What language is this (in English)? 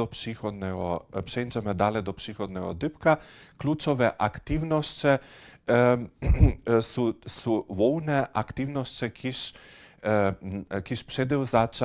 Upper Sorbian